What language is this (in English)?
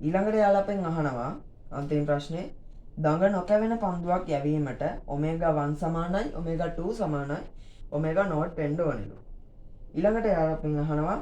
Sinhala